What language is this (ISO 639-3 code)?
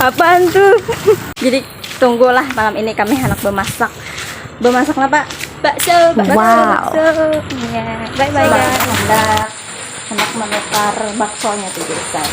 bjn